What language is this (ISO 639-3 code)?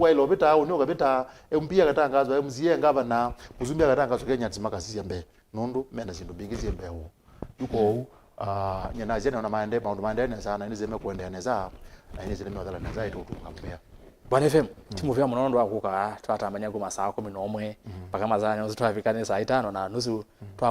kam